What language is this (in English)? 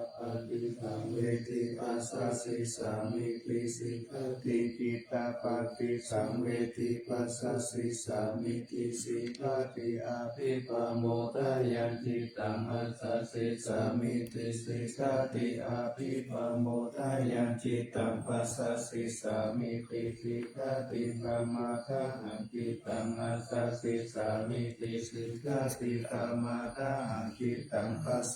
Pali